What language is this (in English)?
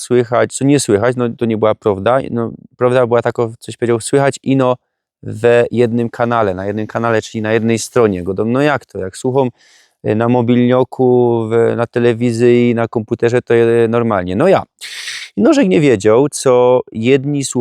Silesian